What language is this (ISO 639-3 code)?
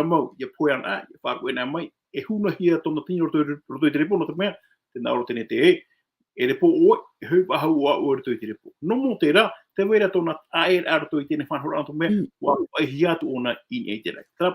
tah